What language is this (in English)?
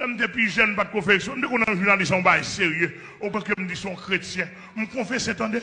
Haitian Creole